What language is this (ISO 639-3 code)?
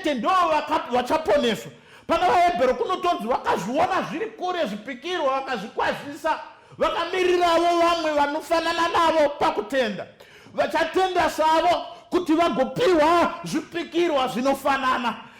sna